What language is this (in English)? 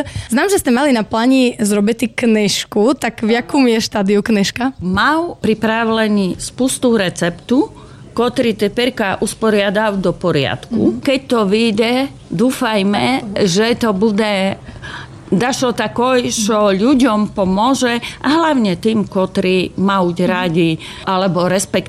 Slovak